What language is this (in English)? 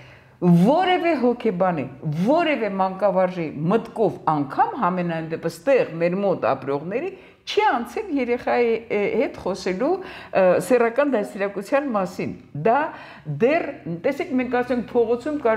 Armenian